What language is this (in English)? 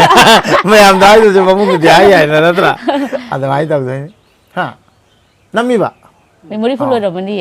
Manipuri